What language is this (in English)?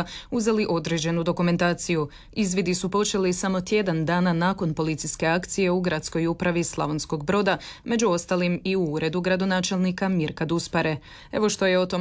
Croatian